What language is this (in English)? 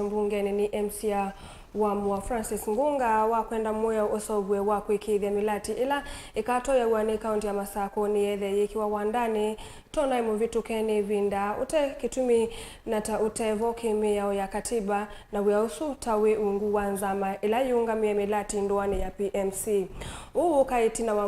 Kamba